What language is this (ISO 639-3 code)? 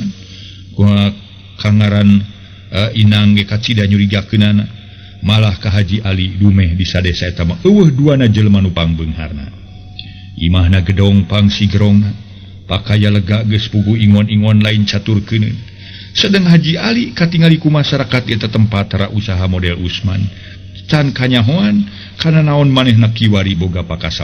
sun